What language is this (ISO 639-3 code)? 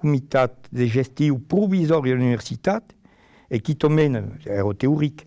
oci